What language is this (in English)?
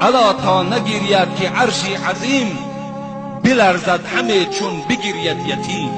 Tajik